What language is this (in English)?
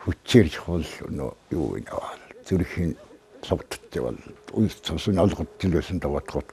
Mongolian